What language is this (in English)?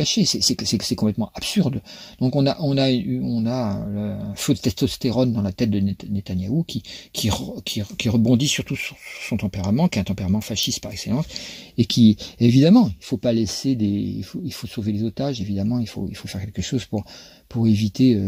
French